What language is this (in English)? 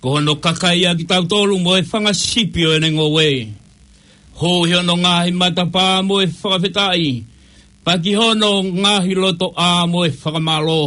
Tongan